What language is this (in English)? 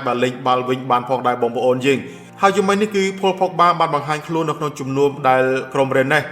Khmer